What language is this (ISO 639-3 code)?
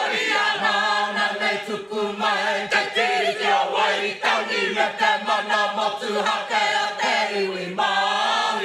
mri